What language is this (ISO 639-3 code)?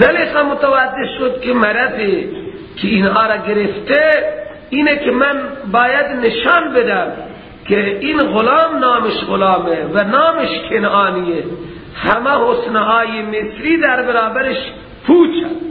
fas